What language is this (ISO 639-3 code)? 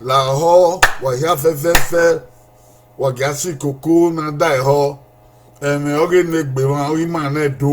bin